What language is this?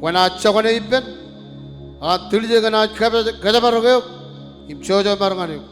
Marshallese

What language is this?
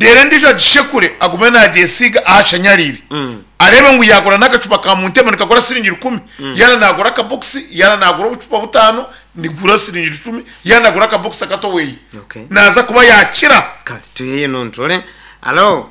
Nyankole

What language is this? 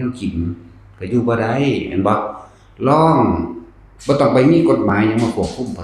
Northeastern Thai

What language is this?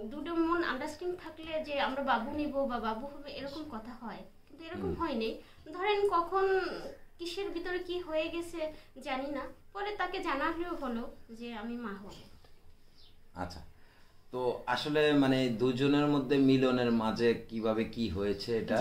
Bangla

